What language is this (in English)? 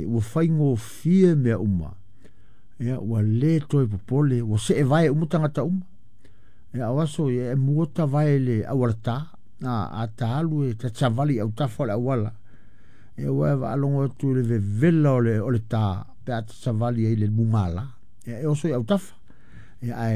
Samoan